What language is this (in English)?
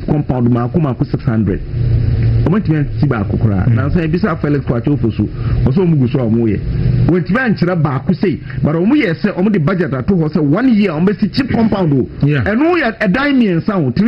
Akan